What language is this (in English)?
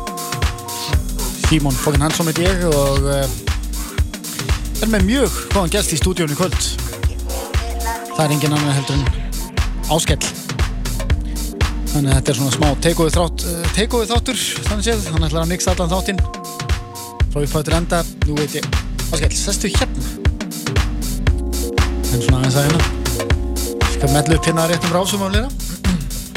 Icelandic